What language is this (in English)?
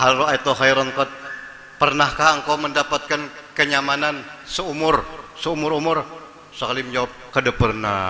Banjar